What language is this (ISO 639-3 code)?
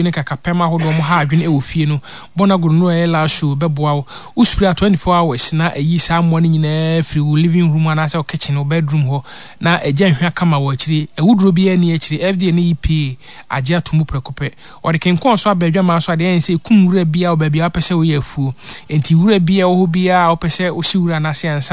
aka